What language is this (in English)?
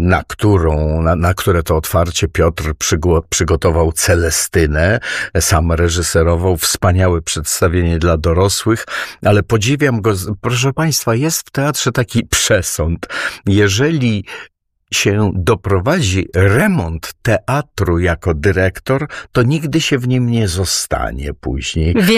Polish